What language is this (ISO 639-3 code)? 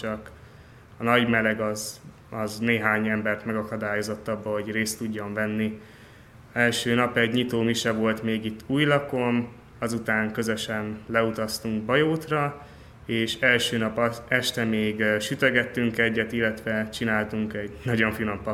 hun